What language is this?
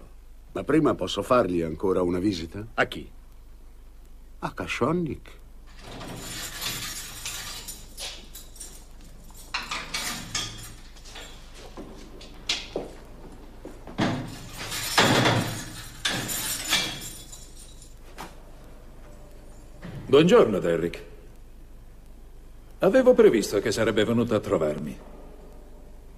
Italian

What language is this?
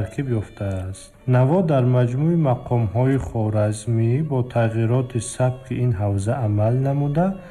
Tajik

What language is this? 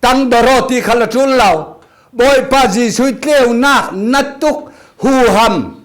Falam Chin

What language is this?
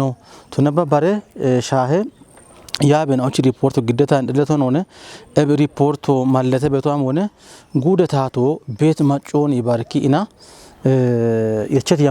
Kafa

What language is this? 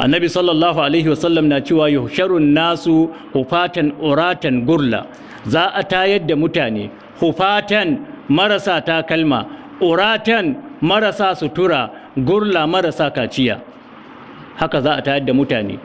Hausa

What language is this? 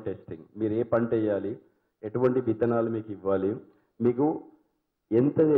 Telugu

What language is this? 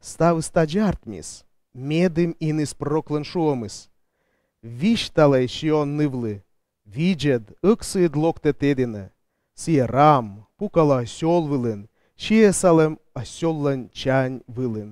Komi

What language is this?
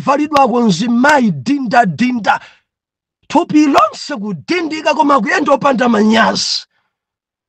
Nyanja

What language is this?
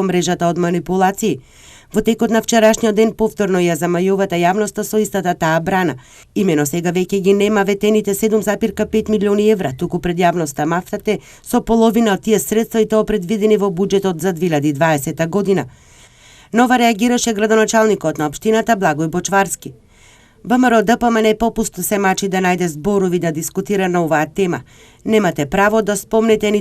Macedonian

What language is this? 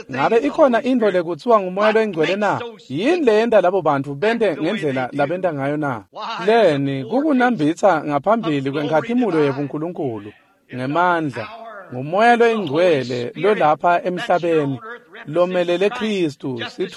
Swati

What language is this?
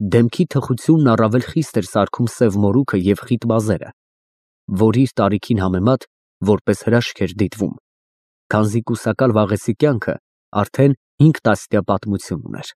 Armenian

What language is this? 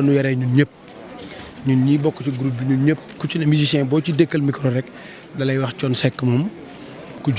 Wolof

